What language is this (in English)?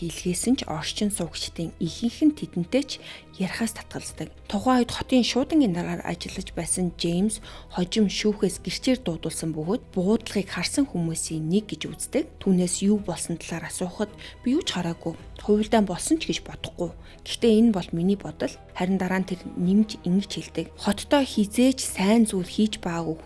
Mongolian